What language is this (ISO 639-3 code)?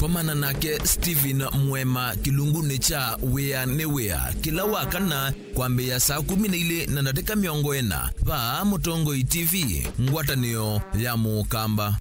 kam